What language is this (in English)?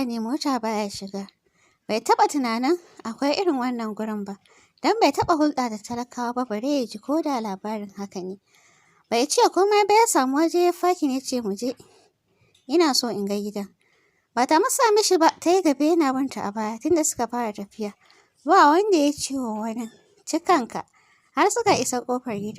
Hausa